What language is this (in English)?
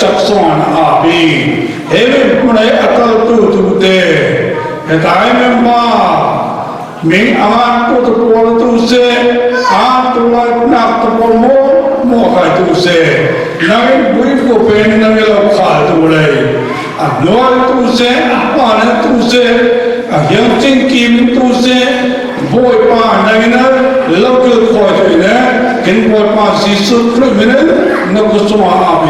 Falam Chin